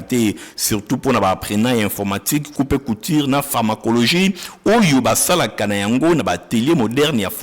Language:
Lingala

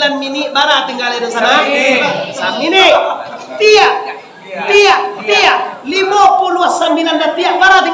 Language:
Minangkabau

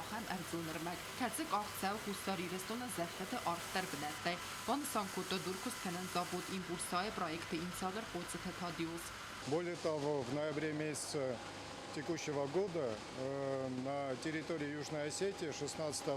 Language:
Ossetic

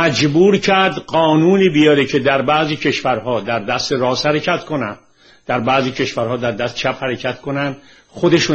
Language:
Persian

